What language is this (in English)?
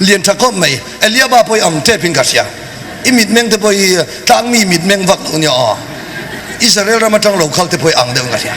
Mizo